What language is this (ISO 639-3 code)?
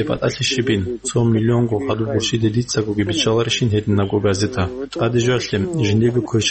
ava